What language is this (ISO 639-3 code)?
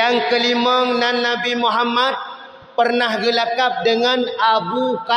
ace